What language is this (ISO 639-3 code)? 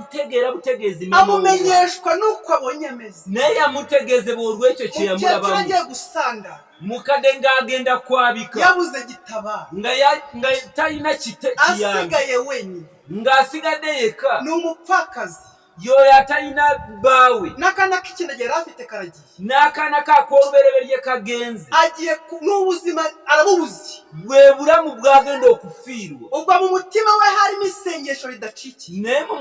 kin